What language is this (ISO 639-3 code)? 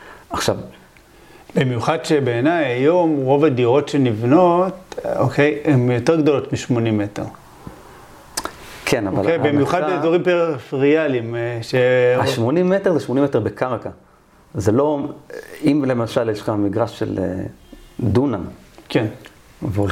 heb